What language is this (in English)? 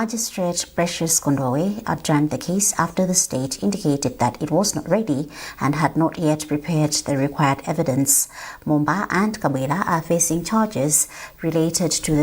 English